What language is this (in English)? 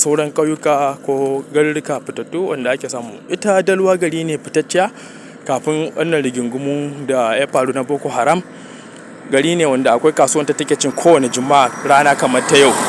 Hausa